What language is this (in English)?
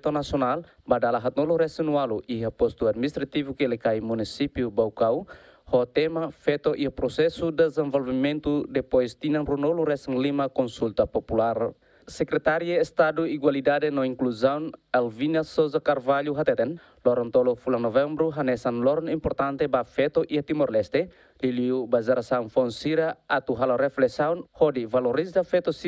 Tetum